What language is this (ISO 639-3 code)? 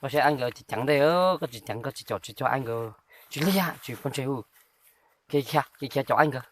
hmn